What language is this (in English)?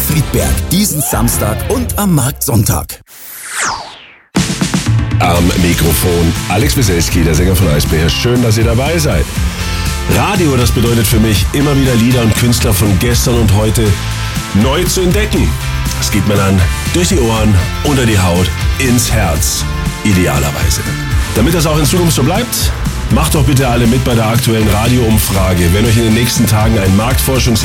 German